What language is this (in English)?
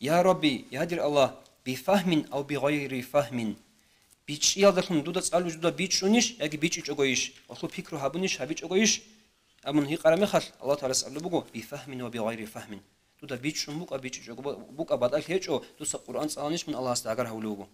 Avaric